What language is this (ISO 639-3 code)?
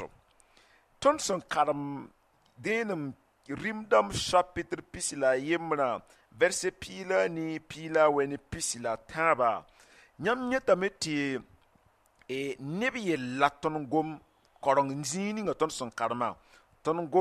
mos